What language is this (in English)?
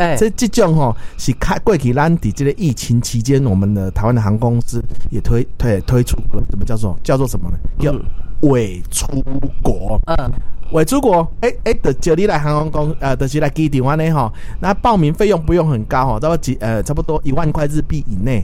Min Nan Chinese